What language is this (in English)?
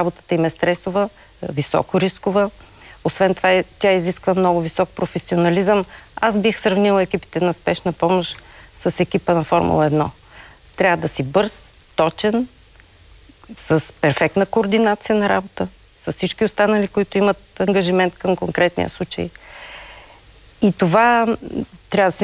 Bulgarian